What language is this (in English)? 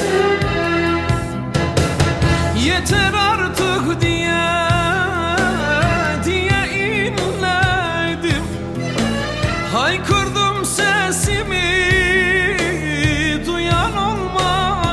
Turkish